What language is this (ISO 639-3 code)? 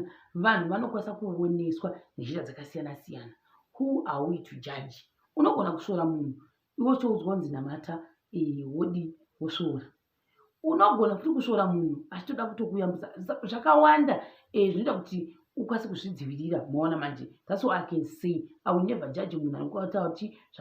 sna